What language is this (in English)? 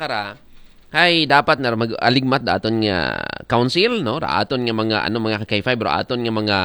Aklanon